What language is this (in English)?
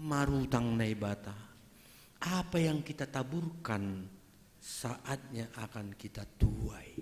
Batak Simalungun